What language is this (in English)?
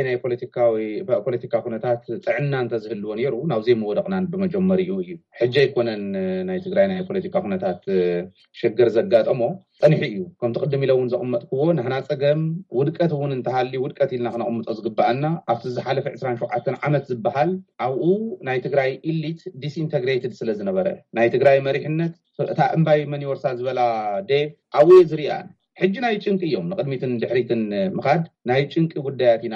Tigrinya